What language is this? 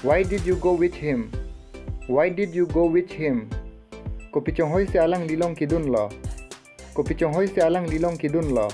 Karbi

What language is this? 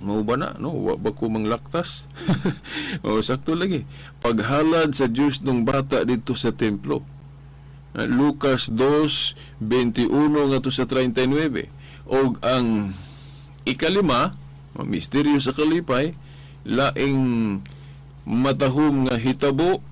Cebuano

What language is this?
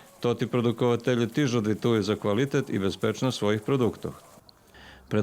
Rusyn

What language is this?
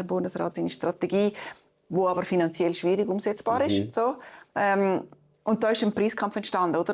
Swiss German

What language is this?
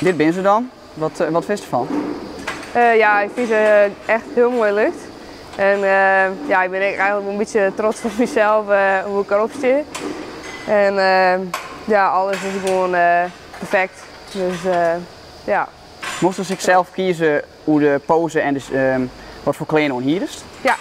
Western Frisian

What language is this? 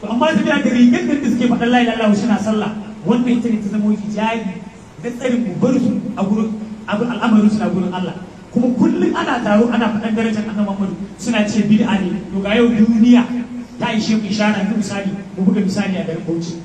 Hausa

